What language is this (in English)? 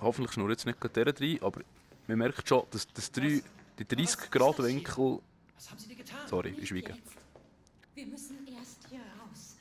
Swiss German